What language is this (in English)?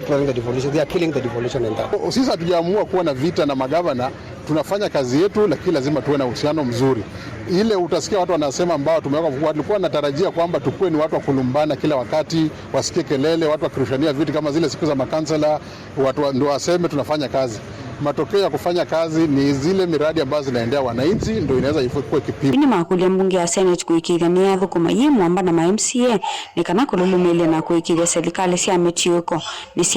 Kamba